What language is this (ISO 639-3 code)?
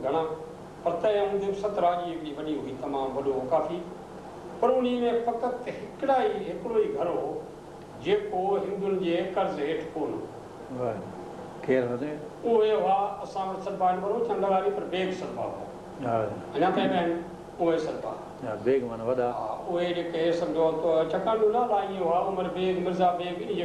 snd